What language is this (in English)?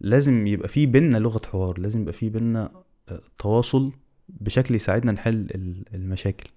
Egyptian Arabic